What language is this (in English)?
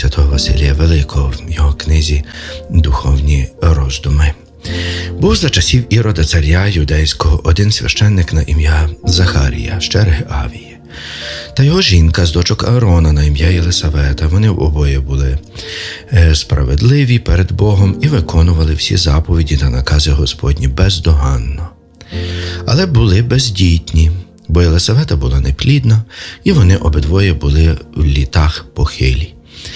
Ukrainian